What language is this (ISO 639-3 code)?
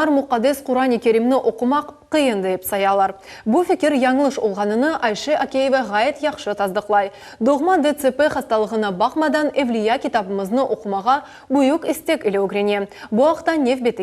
crh